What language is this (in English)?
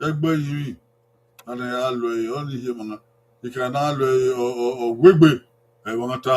Bini